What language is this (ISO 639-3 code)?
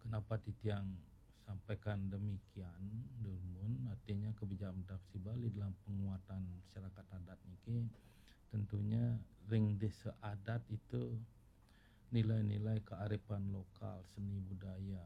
ban